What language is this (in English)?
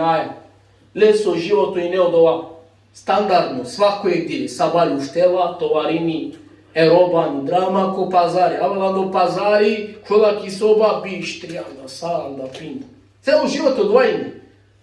Balkan Romani